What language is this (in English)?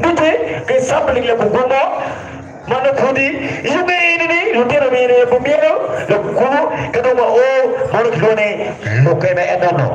Acoli